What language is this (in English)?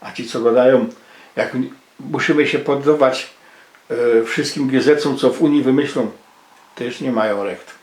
Silesian